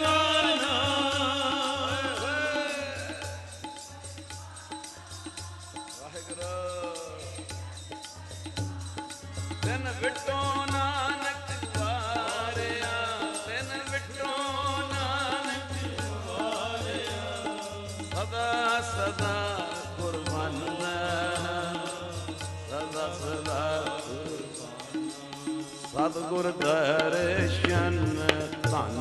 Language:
Punjabi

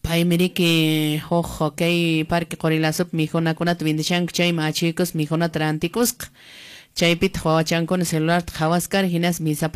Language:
Quechua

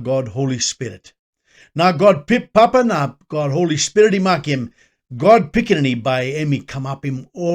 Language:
Tok Pisin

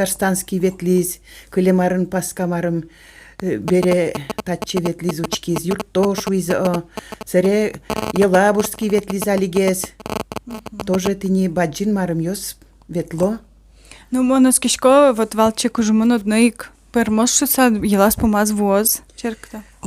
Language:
Udmurt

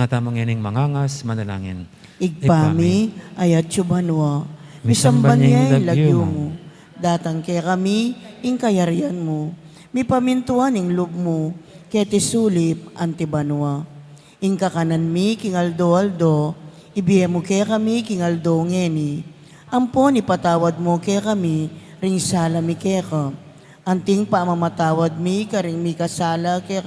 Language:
Pampanga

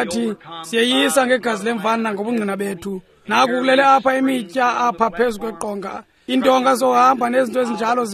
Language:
Xhosa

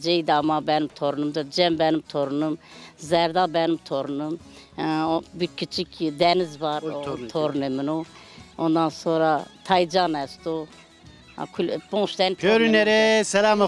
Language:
Zaza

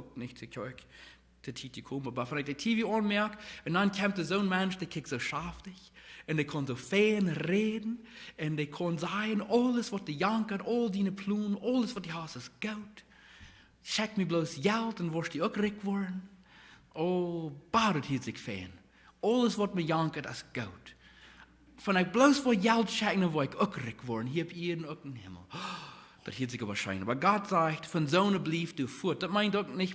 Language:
Plautdietsch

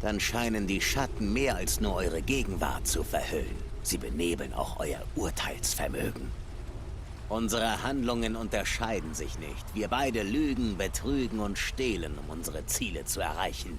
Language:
Swiss German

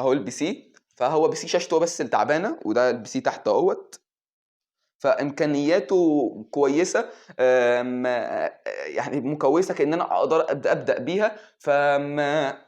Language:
Egyptian Arabic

